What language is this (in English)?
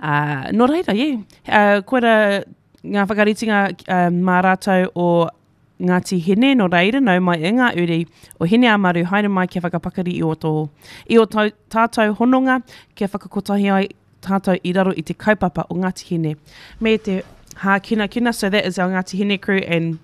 Māori